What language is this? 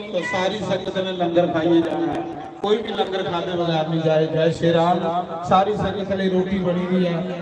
Dogri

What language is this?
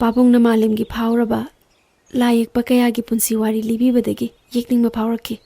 Manipuri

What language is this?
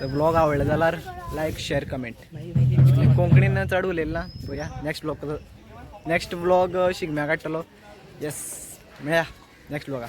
Konkani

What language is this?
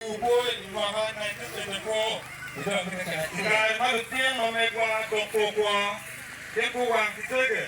Acoli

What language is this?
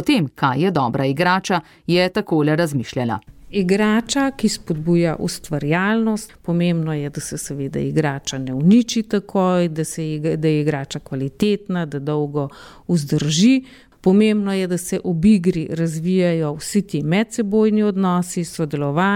Slovenian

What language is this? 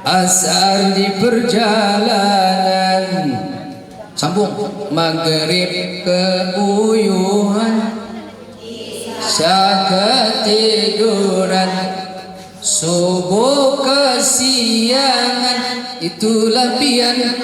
Banjar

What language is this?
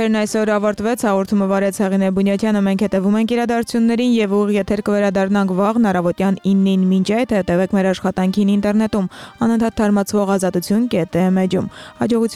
Armenian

